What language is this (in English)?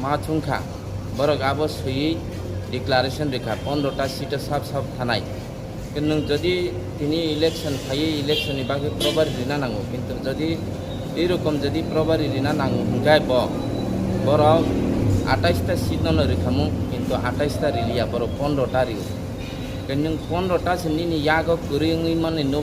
Kok Borok